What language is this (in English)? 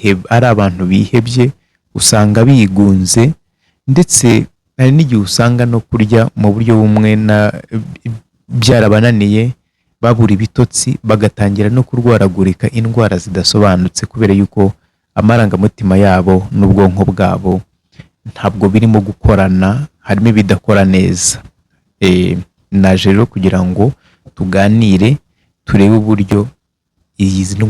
Kinyarwanda